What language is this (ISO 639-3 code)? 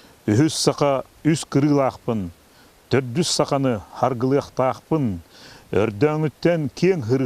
sah